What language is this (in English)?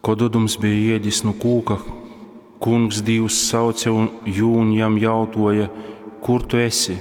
Latgalian